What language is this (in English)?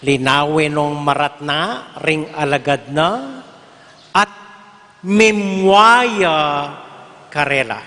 Pampanga